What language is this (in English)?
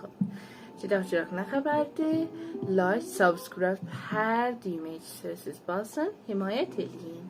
South Azerbaijani